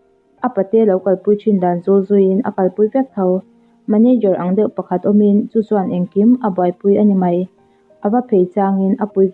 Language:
Mizo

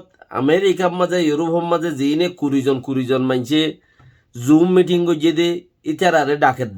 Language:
Rohingya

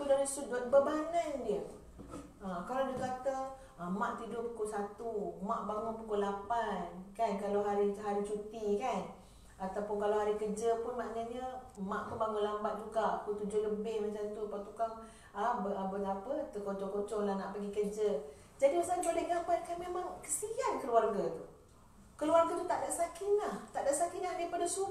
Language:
Malay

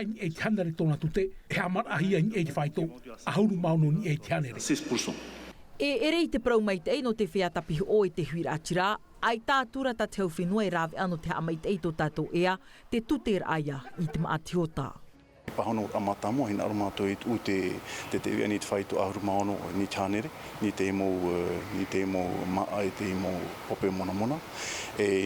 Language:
Tahitian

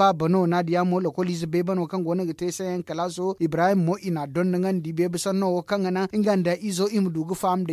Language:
Zarma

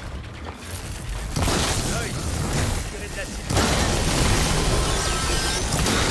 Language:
French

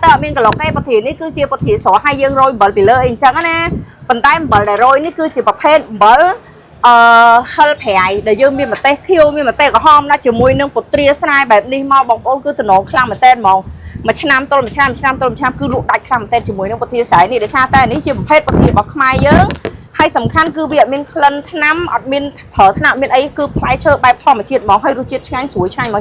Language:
Khmer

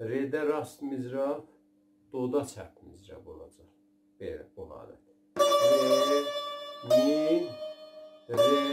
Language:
South Azerbaijani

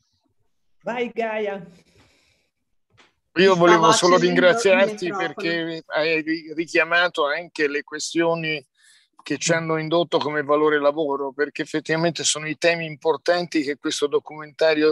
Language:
Italian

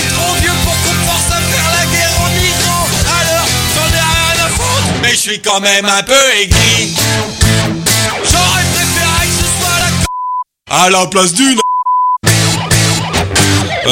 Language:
French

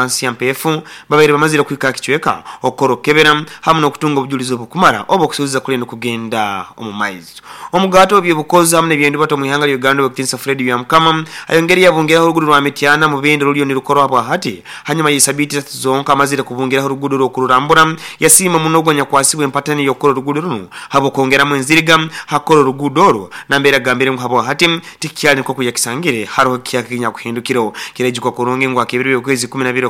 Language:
Nyoro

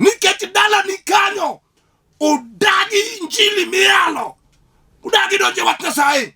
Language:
Luo (Kenya and Tanzania)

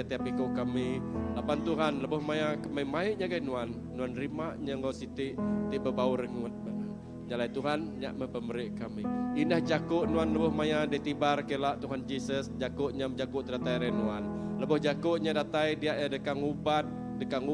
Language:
Iban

